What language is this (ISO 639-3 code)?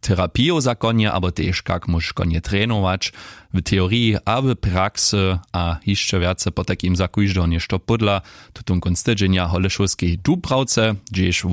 hsb